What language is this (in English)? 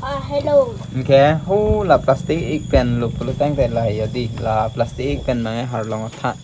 Karbi